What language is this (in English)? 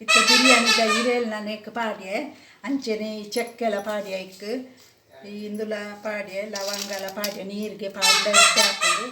Tulu